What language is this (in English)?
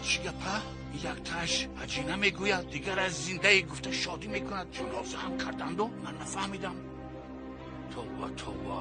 Tajik